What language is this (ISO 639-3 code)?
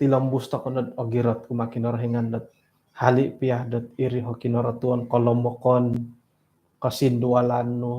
dtp